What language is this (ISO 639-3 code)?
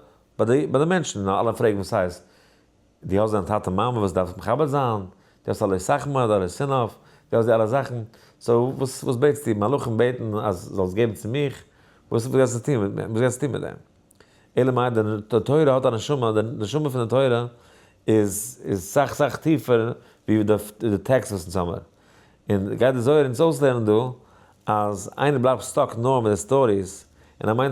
yid